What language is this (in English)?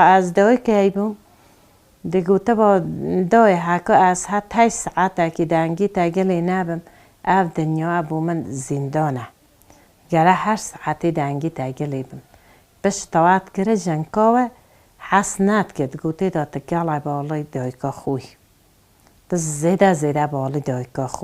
Kurdish